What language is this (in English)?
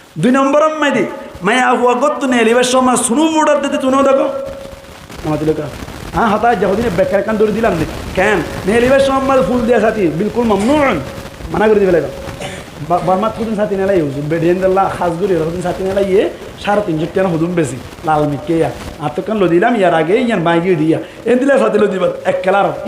Rohingya